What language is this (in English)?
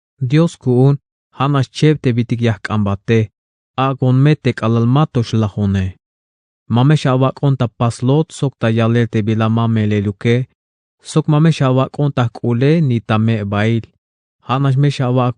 Tzeltal